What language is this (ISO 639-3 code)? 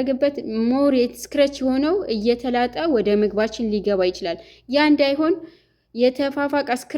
amh